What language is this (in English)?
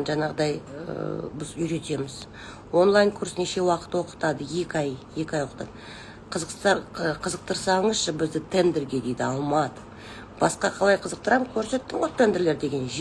Kazakh